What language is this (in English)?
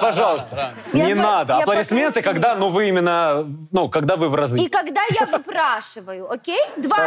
Russian